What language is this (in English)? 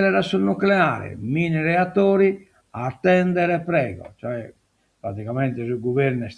Sardinian